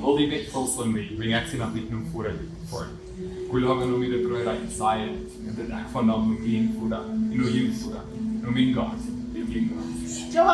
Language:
Plautdietsch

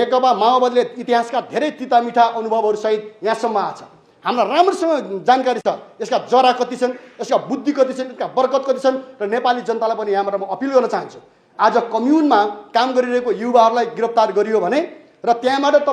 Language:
Nepali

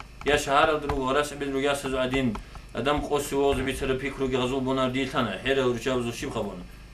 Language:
Avaric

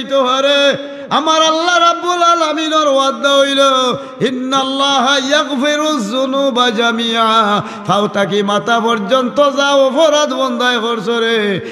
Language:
Sylheti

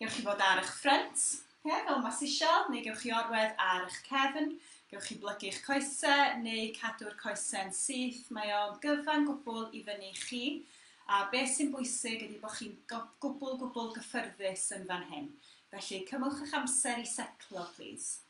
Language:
Welsh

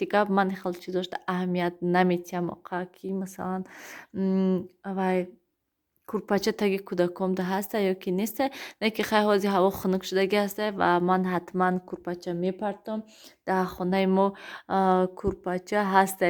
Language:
Tajik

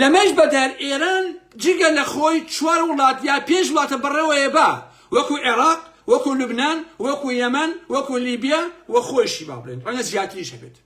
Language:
Central Kurdish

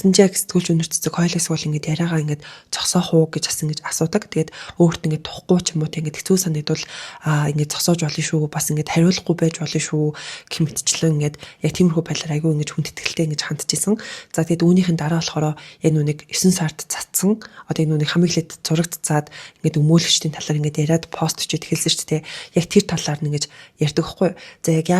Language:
Mongolian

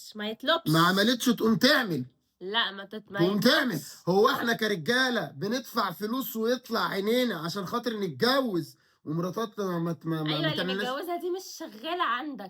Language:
Egyptian Arabic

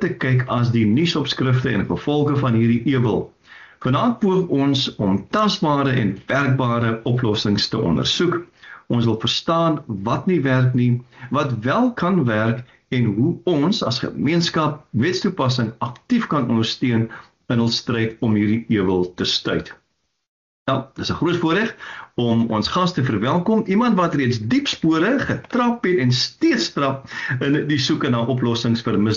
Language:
Afrikaans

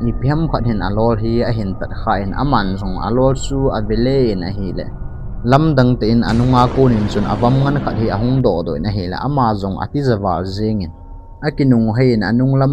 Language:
Thado Chin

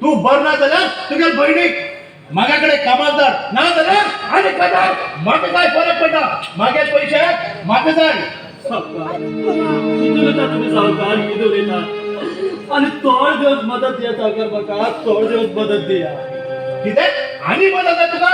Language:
Konkani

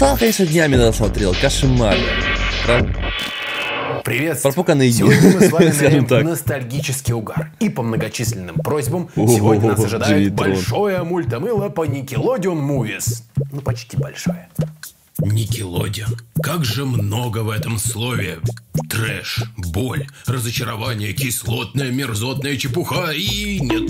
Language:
Russian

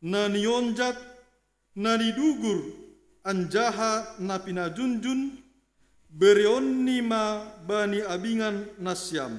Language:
Batak Simalungun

